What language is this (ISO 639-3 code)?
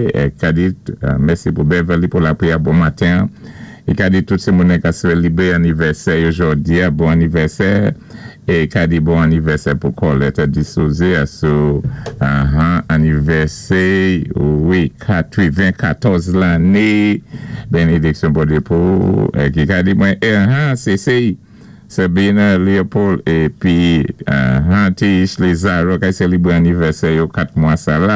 acf